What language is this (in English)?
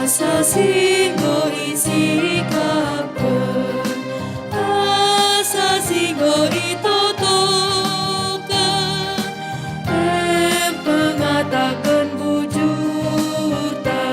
Batak Karo